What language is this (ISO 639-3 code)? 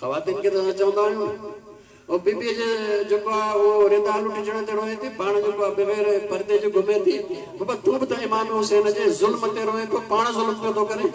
snd